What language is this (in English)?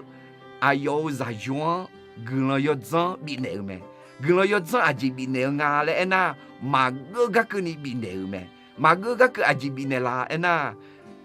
Akha